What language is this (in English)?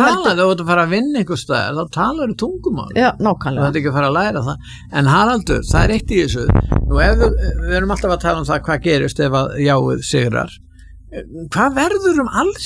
Icelandic